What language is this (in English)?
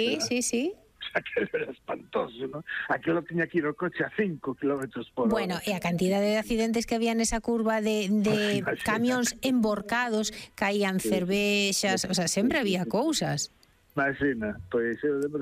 Galician